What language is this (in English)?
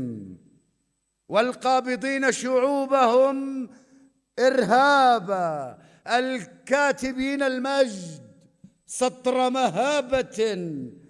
North Levantine Arabic